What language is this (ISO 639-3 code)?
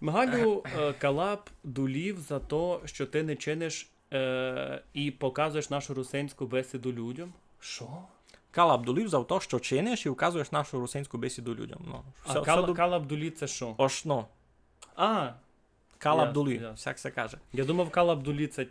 rue